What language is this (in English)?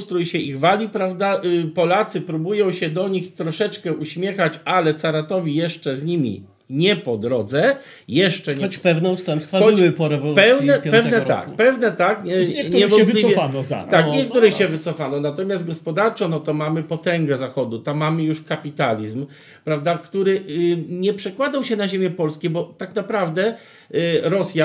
Polish